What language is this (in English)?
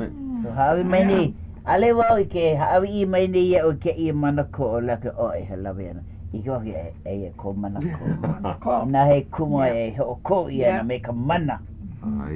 Hawaiian